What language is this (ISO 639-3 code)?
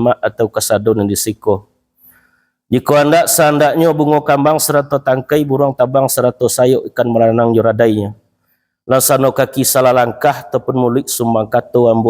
min